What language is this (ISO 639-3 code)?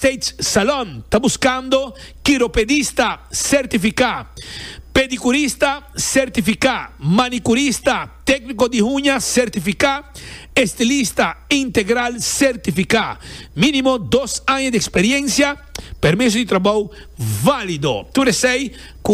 pap